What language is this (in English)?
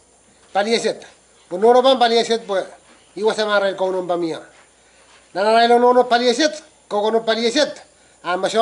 Pohnpeian